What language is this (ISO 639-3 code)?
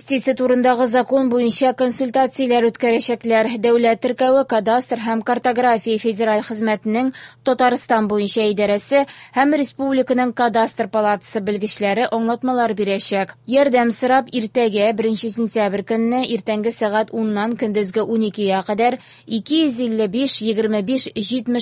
tat